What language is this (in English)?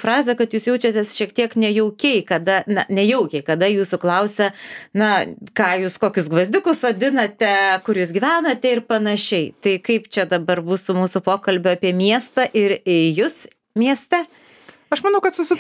Lithuanian